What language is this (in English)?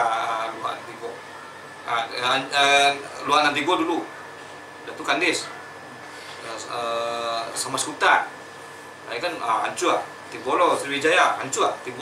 Minangkabau